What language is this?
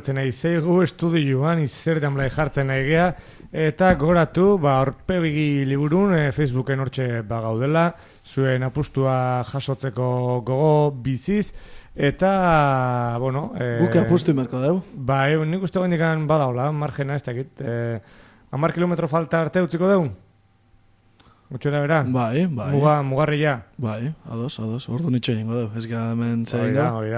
Basque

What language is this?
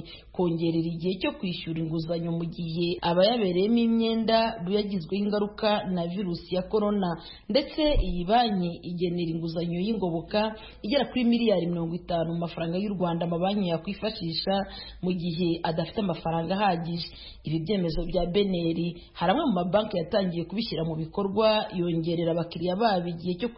Kinyarwanda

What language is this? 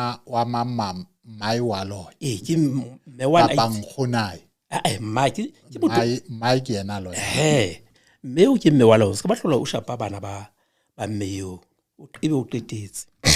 Southern Sotho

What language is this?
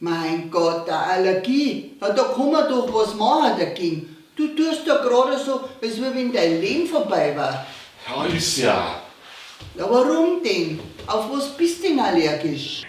Bavarian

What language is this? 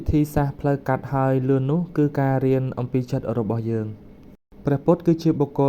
Khmer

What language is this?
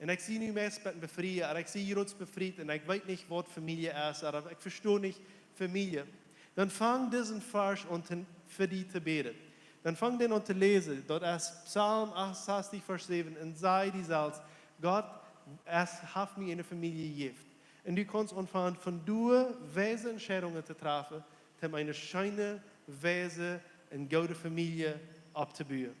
Plautdietsch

